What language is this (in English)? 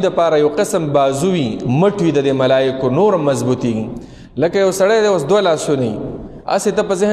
Pashto